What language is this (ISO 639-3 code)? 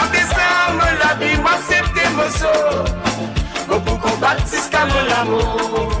mfe